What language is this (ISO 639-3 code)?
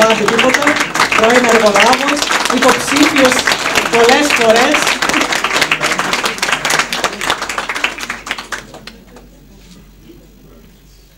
ell